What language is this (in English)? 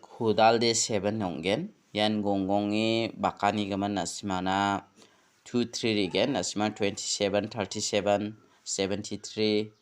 Garo